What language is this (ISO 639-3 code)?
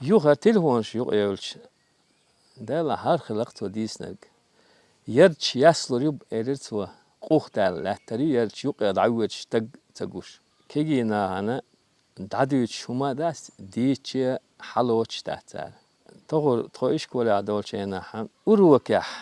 che